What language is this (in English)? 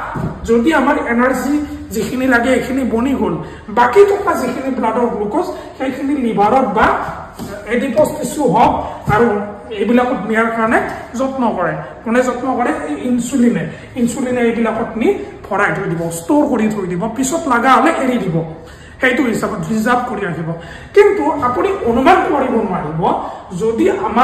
Assamese